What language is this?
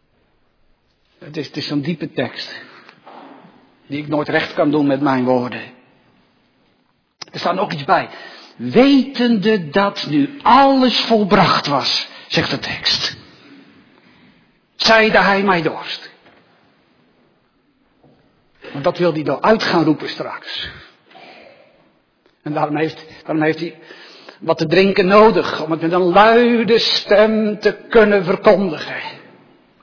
Dutch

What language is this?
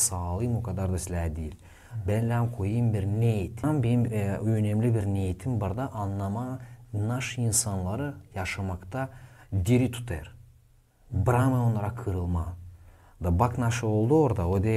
Gagauz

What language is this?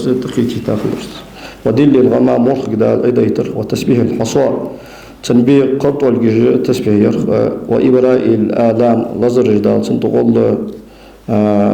Ingush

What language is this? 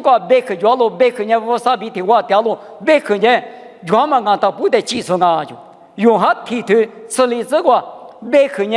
Lisu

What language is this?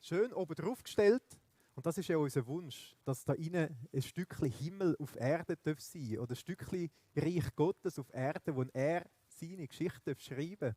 Swiss German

